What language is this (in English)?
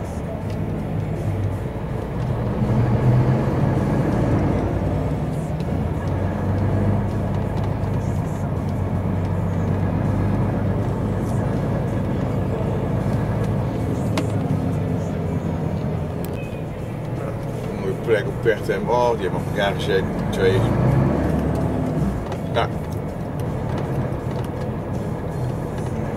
Dutch